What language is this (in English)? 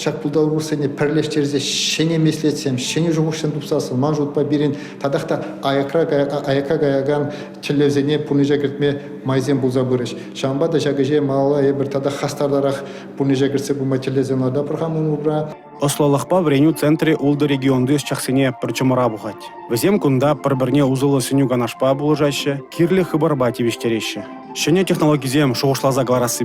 Chuvash